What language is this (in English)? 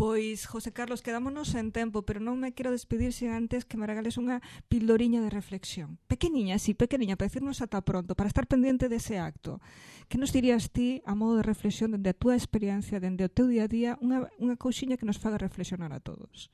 Galician